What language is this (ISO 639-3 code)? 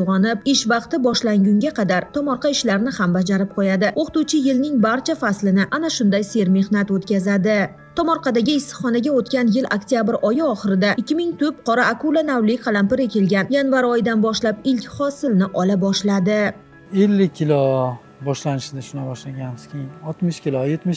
uzb